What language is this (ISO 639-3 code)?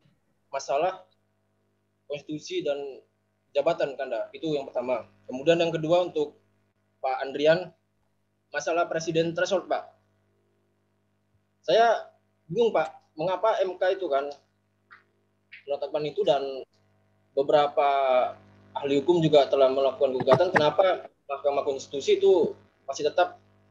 ind